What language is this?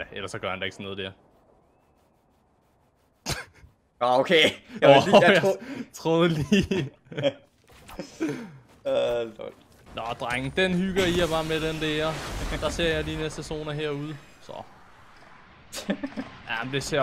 Danish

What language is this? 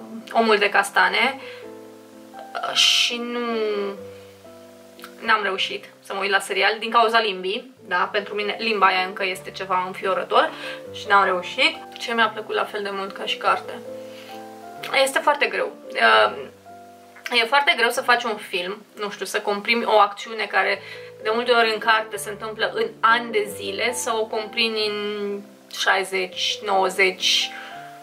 Romanian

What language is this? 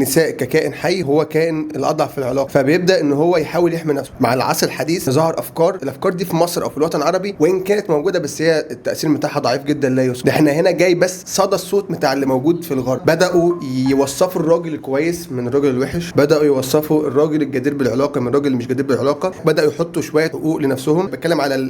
Egyptian Arabic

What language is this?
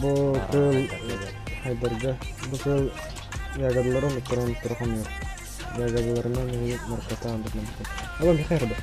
Yakut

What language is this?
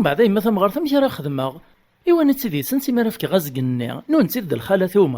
Kabyle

